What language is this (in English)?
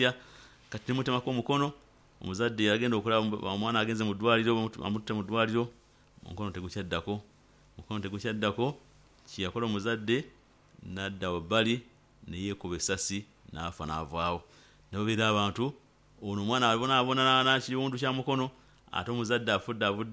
Nyoro